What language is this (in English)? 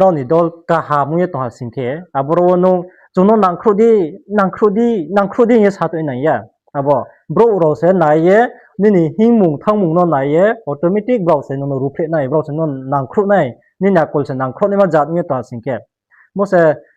Riang (India)